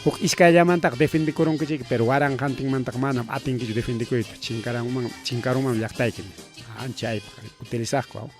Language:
Ayacucho Quechua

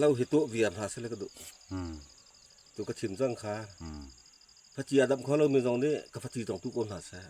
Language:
Falam Chin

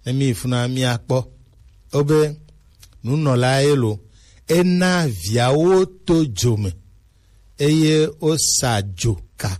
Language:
Gen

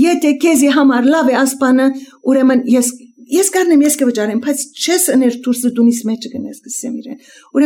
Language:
Armenian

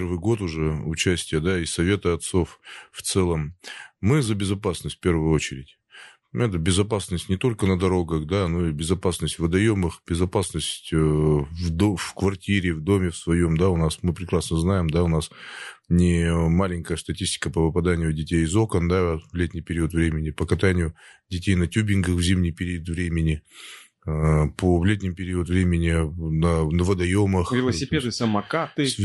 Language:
Russian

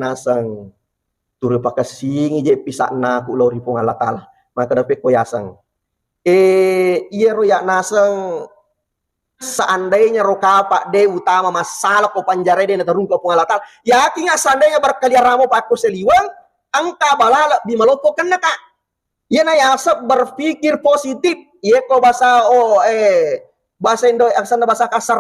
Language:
Buginese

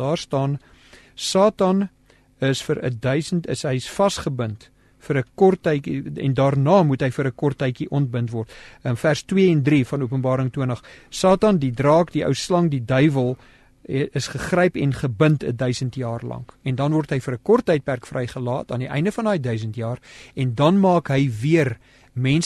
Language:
Afrikaans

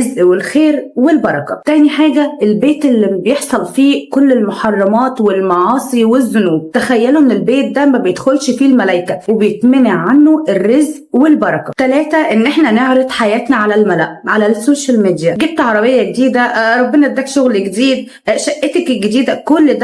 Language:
Egyptian Arabic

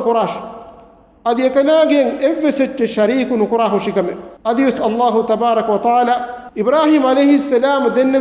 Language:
Divehi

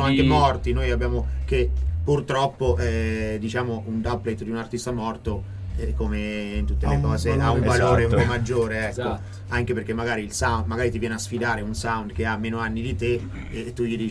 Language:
Italian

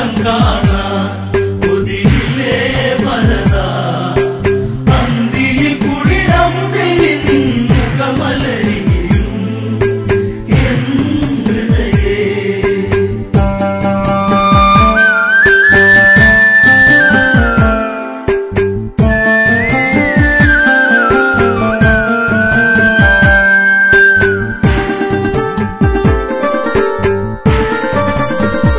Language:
Malayalam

